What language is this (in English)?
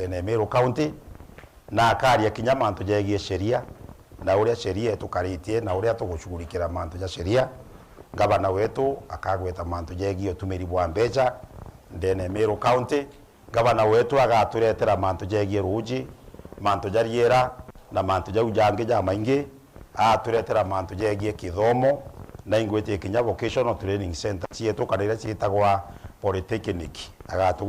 Meru